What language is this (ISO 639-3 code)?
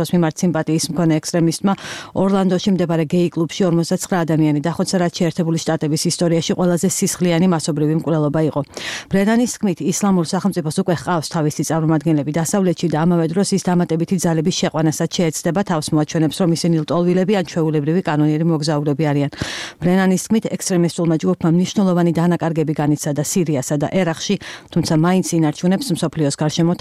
kat